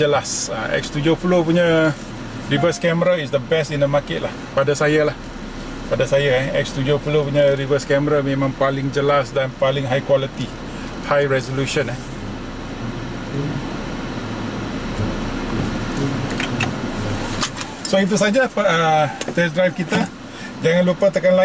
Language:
Malay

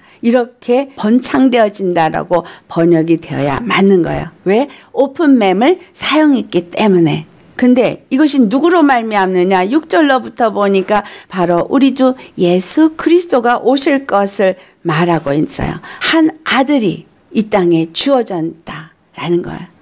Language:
Korean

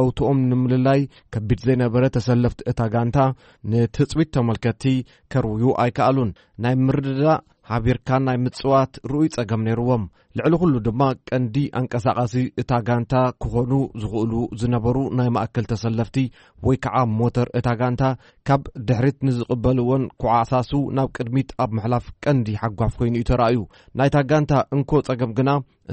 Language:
Tigrinya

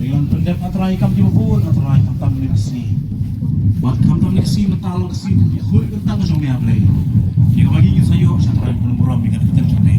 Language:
Khasi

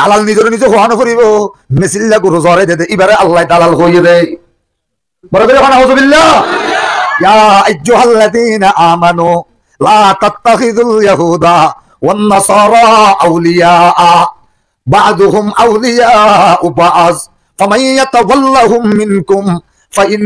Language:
Rohingya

